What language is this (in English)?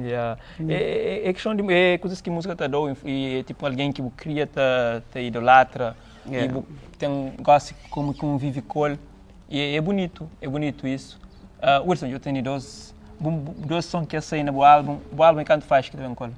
Kabuverdianu